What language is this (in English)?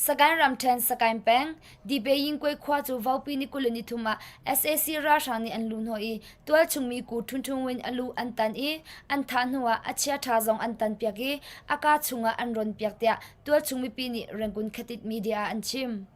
Hakha Chin